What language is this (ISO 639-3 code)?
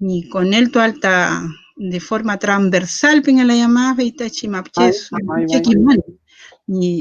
arn